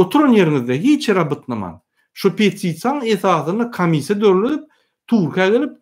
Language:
Turkmen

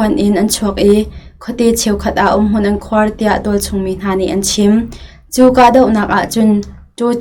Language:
Hakha Chin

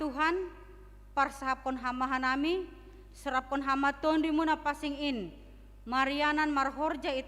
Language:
Batak Simalungun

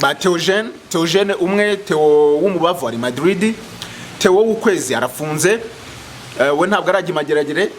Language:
Kinyarwanda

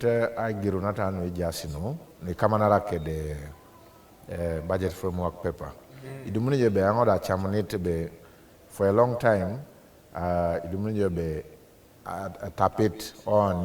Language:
Teso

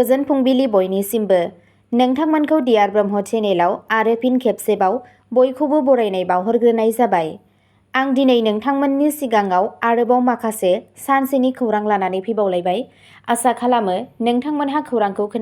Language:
Bodo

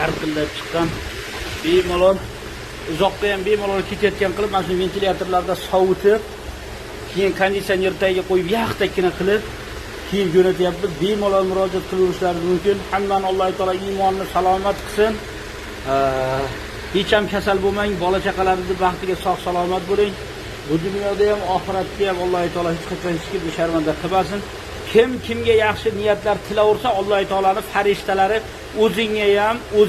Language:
Uzbek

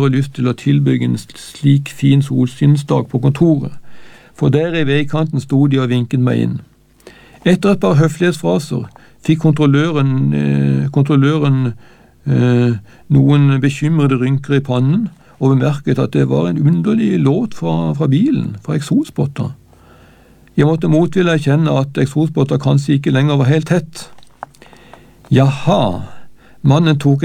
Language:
Norwegian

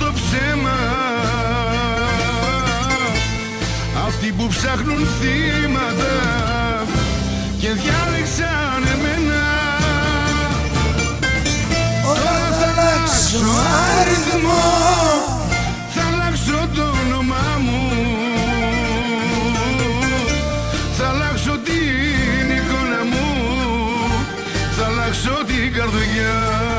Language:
Greek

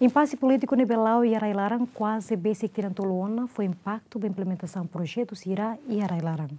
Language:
Tetum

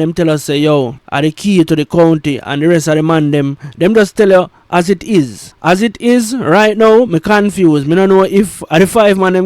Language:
Jamaican Creole English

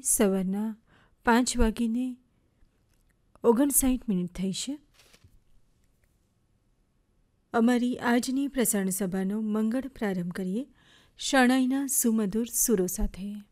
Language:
Gujarati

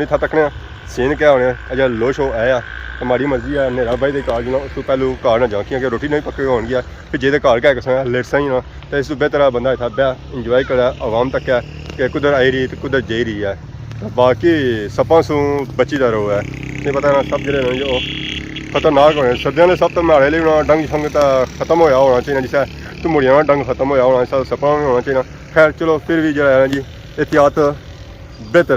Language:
Pahari-Potwari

